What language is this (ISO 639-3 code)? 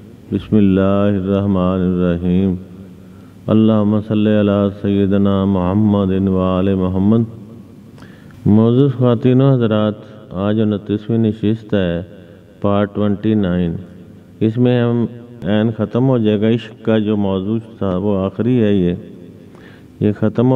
urd